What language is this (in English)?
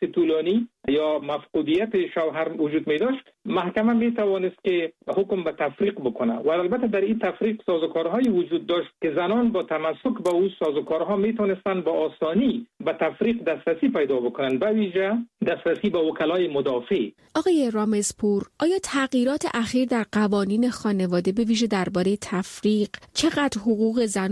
Persian